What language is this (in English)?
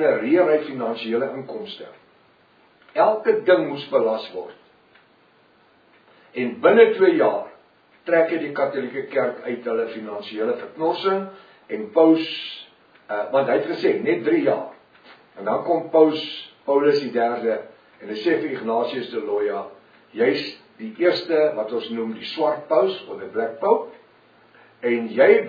Afrikaans